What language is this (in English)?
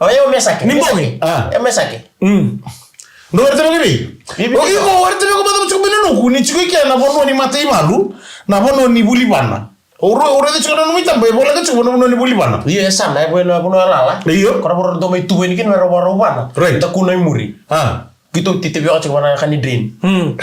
Fijian